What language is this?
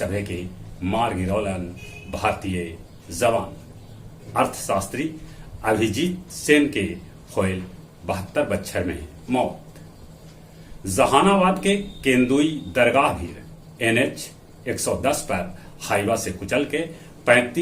Magahi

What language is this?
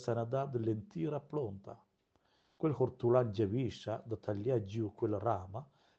Romansh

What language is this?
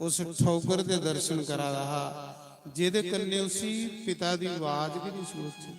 Dogri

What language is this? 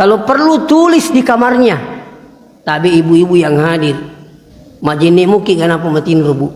Buginese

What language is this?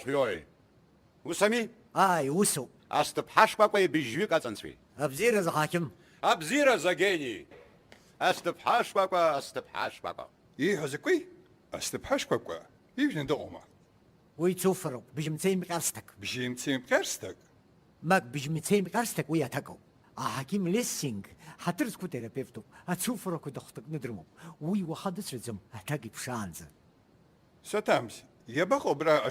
Abkhazian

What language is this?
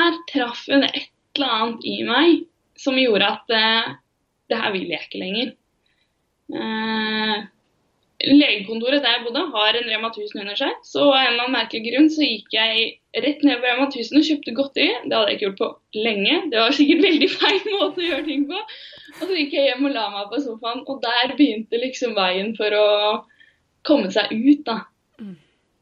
Norwegian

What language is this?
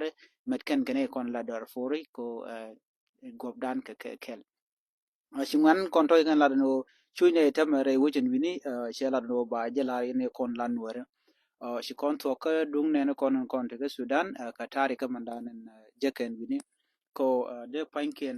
Nuer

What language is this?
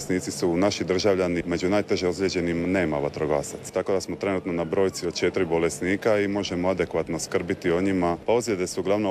Croatian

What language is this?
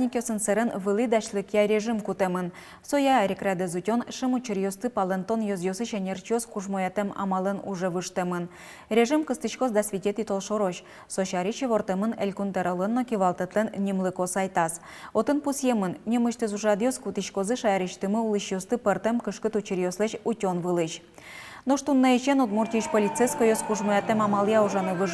Udmurt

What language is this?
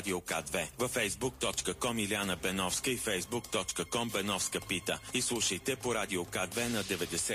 Bulgarian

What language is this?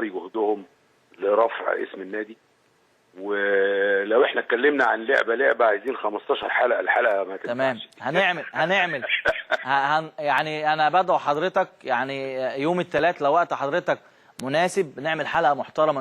Egyptian Arabic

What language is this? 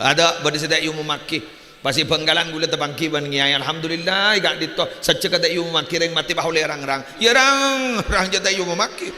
Madurese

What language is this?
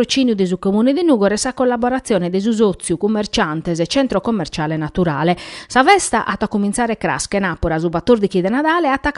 Sardinian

